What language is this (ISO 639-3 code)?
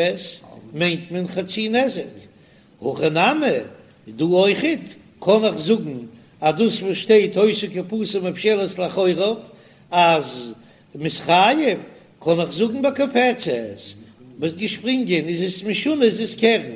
yid